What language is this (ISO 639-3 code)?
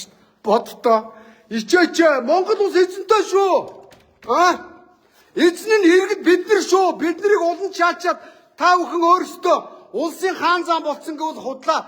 mon